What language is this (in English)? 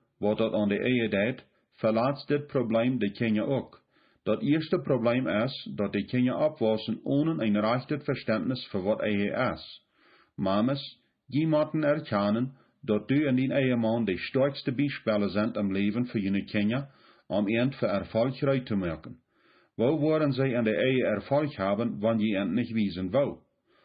Plautdietsch